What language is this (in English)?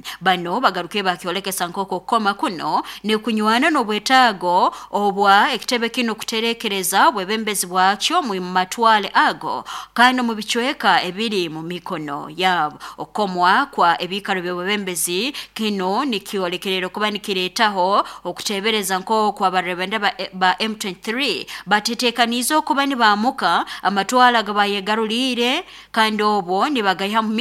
Nyankole